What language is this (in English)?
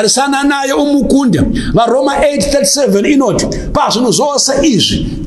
Shona